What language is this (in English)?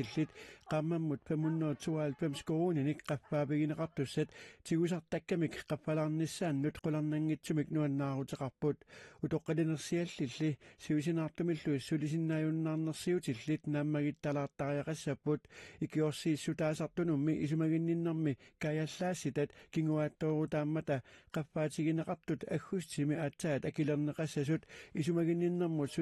Kalaallisut